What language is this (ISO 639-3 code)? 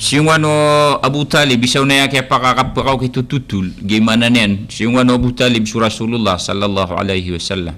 mrw